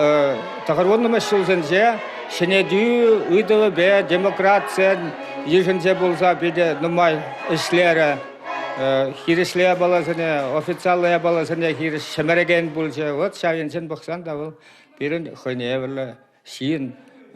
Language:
Chuvash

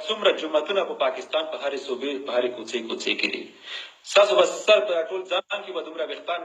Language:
Pashto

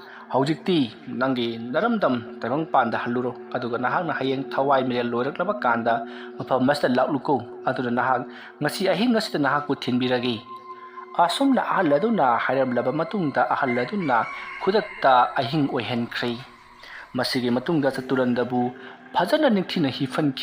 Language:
Manipuri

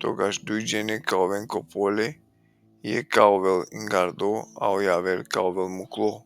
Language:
Balkan Romani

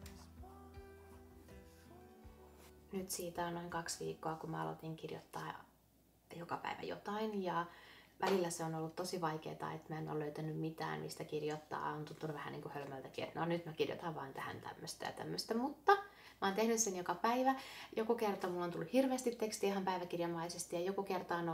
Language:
Finnish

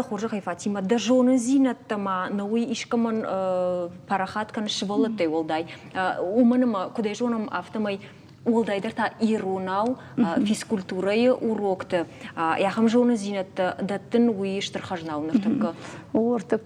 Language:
Ossetic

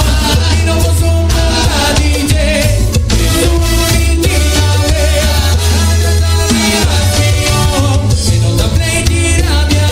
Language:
Papiamento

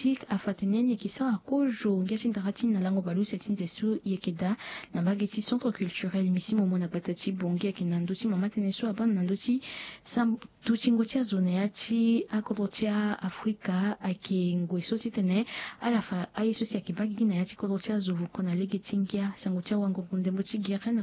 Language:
Sango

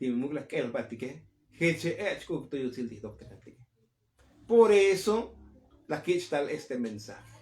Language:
Tzotzil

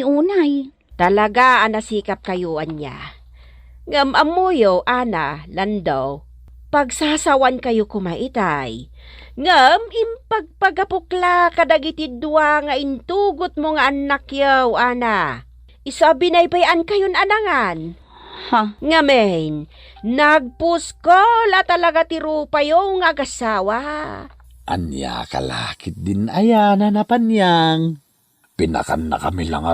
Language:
Iloko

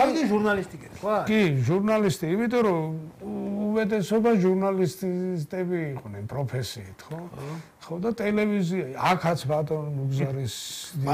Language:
Georgian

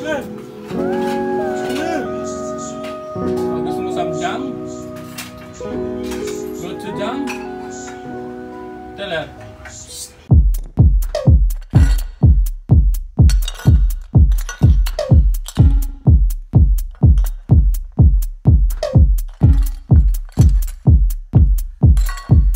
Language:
Filipino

